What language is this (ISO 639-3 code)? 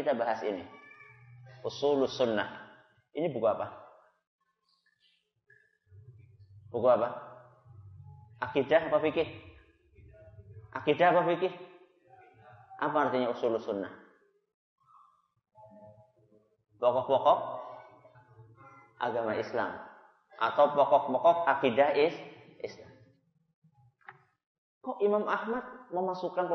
ind